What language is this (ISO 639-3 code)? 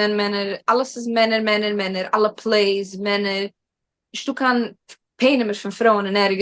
yid